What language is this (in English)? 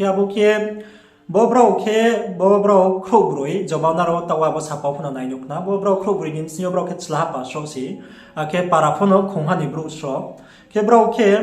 Riang (India)